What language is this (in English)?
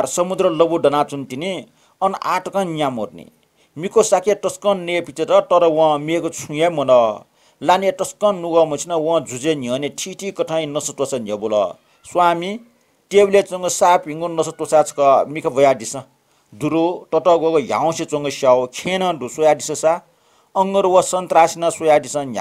Newari